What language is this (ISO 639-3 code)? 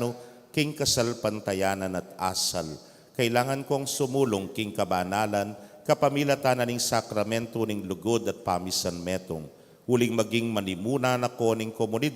pam